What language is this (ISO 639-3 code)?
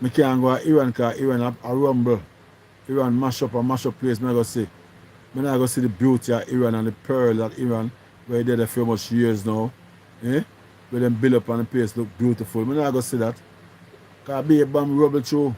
jam